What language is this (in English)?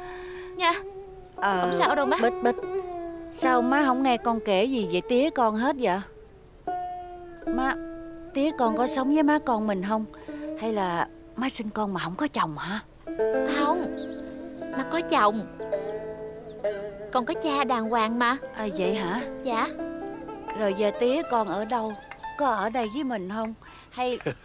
Vietnamese